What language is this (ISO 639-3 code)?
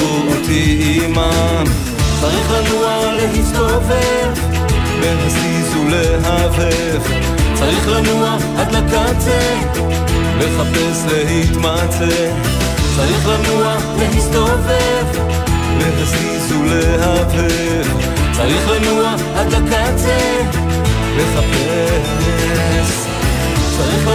heb